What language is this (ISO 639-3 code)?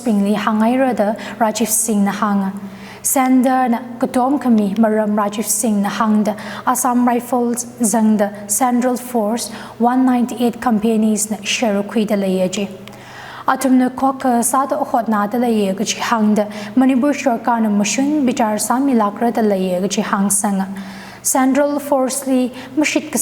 nmf